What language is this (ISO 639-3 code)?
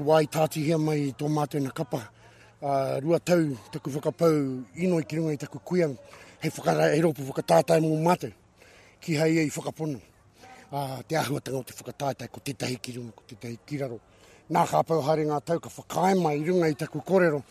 mri